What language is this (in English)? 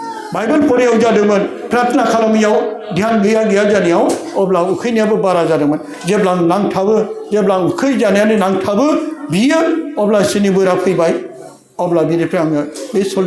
Bodo